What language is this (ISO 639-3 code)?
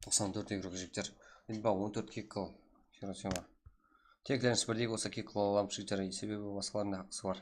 kaa